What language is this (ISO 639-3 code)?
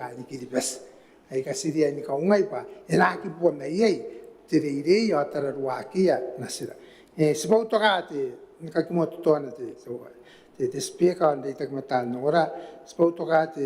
gil